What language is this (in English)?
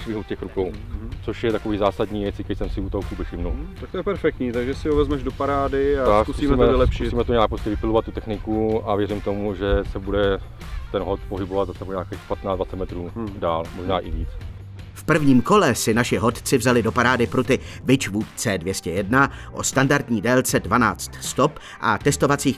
Czech